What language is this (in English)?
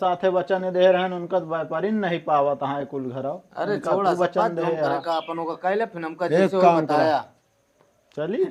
Awadhi